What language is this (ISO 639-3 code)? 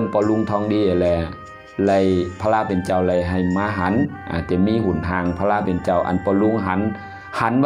shn